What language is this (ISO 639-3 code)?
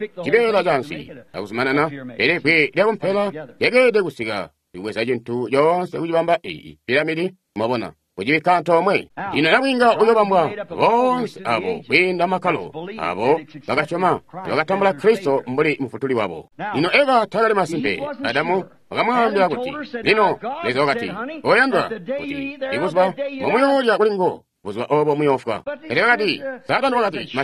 toi